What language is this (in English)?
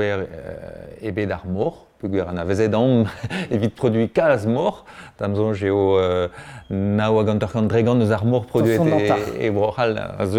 Breton